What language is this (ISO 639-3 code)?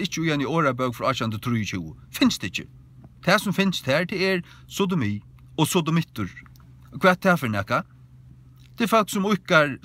fao